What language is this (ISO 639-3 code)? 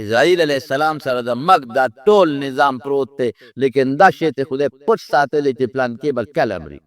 pus